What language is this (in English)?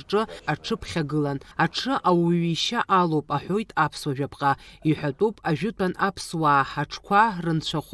Abkhazian